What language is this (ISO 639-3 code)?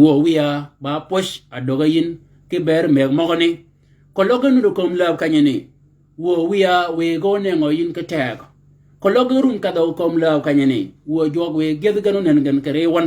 shk